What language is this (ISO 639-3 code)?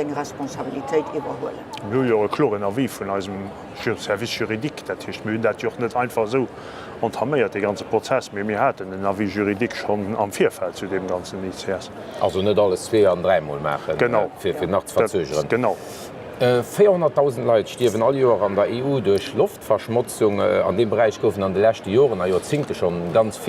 ltz